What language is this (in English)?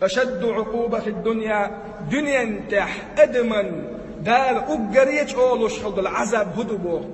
Chechen